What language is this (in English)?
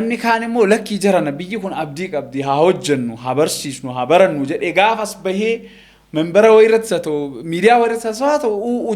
Oromo